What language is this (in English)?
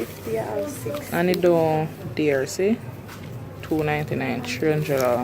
Jamaican Creole English